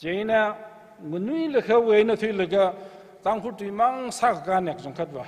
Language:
Tangkhul Naga (India)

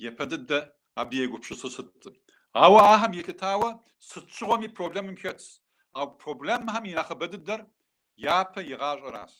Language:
Kabardian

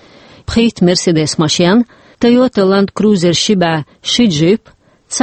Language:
Chechen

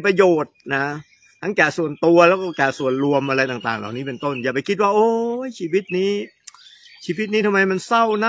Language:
Thai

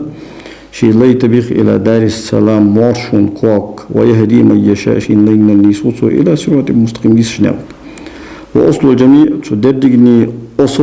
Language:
Ingush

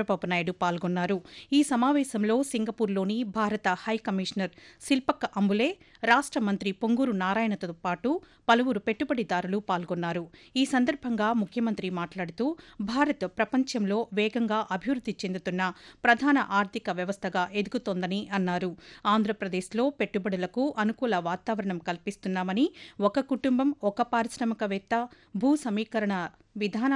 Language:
Telugu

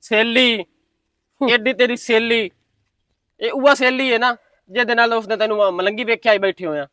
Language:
Western Panjabi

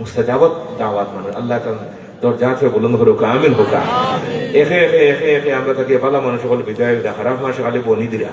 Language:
Sylheti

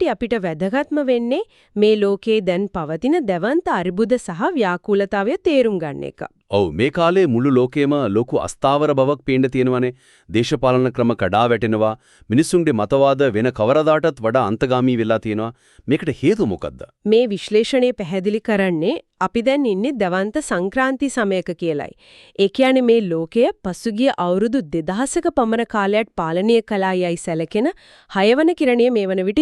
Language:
Sinhala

